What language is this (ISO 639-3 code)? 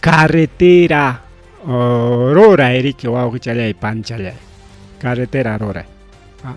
quy